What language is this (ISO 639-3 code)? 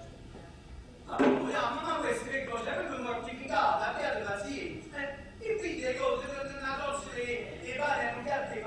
nap